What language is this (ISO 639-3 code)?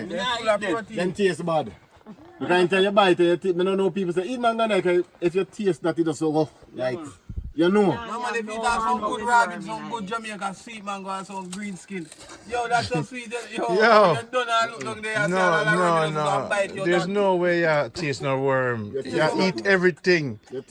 jam